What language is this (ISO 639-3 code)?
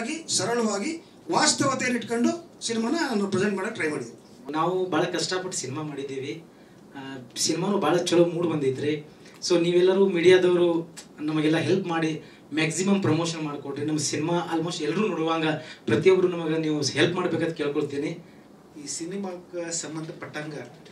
kan